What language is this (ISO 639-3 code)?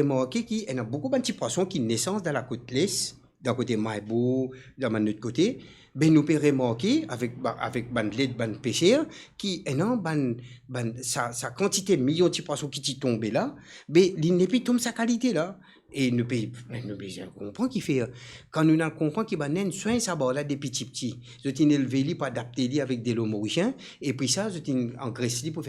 mfe